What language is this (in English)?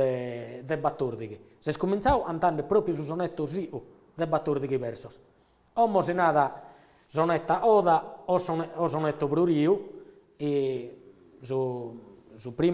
Sardinian